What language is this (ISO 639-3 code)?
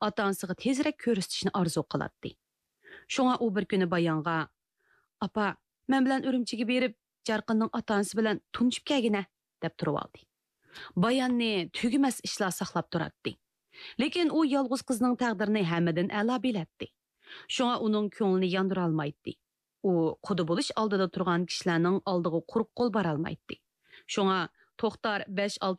uig